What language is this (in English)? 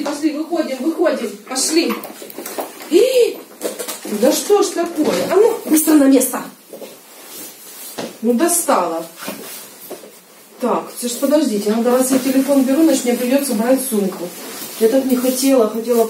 Russian